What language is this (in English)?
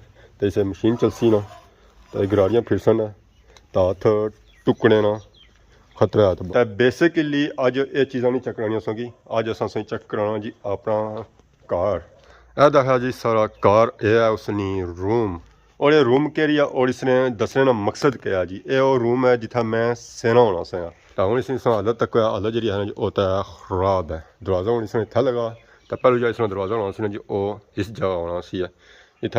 Pahari-Potwari